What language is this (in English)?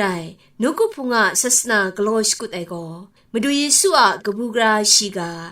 Kachin